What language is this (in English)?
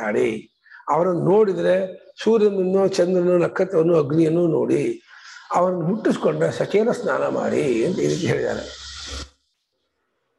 Kannada